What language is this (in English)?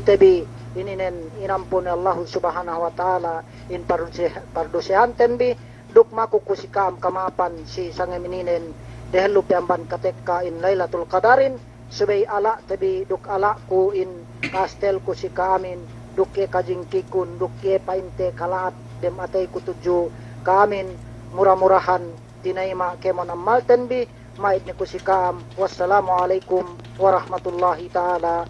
Yakan